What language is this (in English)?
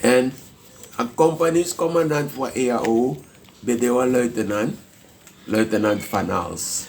Sranan Tongo